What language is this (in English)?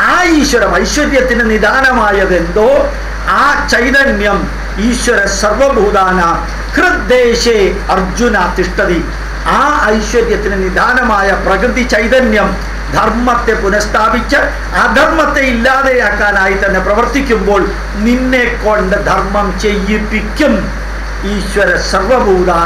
Malayalam